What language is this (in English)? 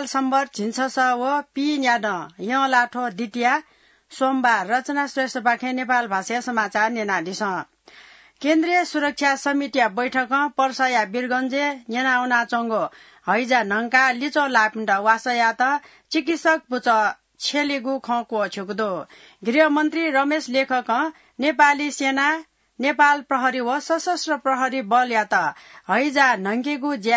Newari